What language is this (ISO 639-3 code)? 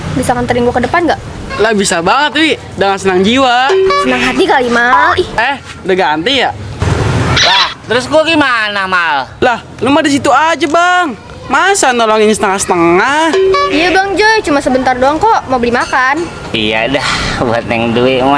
bew